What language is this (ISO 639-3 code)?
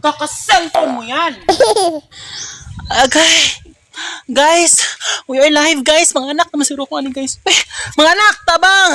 ceb